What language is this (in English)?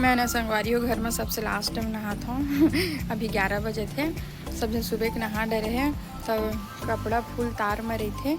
Chhattisgarhi